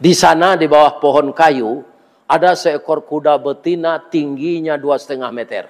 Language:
Minangkabau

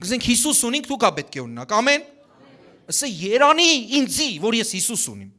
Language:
Western Armenian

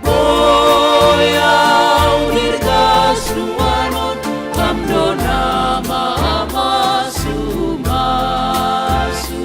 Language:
Batak Simalungun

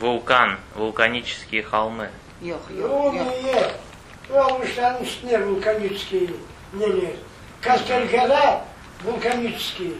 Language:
Crimean Tatar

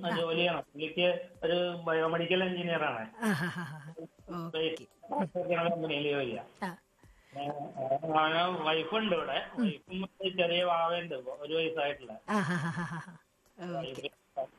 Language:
Malayalam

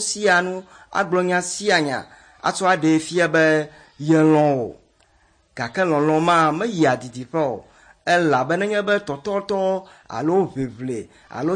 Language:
Ewe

